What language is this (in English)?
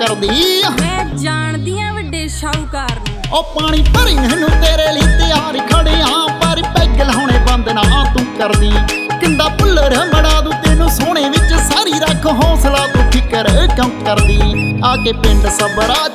Punjabi